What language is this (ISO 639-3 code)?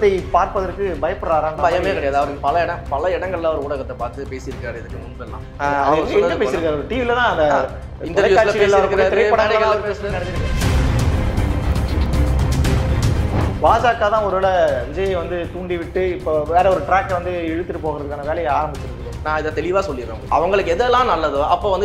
tam